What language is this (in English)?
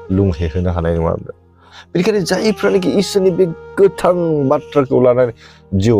Bodo